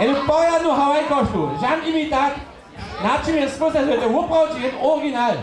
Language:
Upper Sorbian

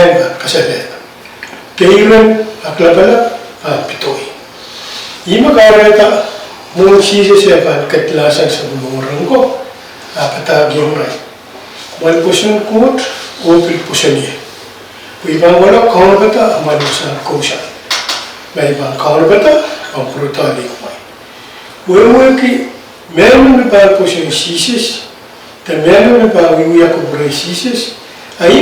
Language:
Pohnpeian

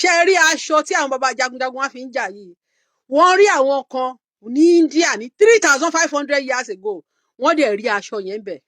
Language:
Yoruba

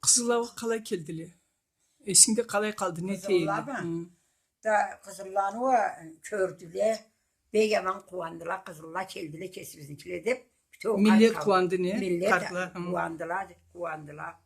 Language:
Karachay-Balkar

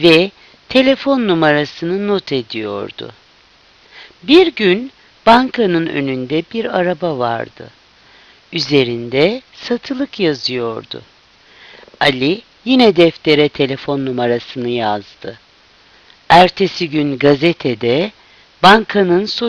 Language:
Turkish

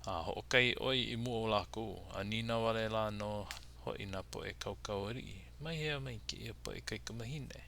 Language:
Hawaiian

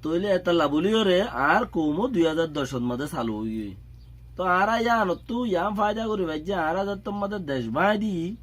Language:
Rohingya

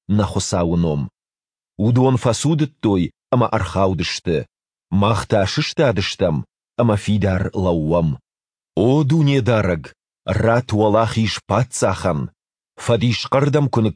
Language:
Ossetic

